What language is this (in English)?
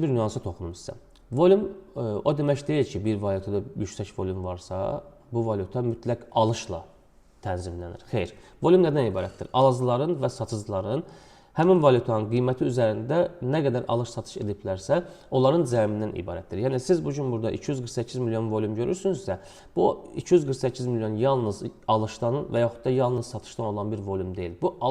Azerbaijani